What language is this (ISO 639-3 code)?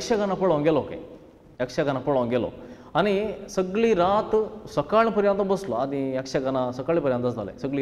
kok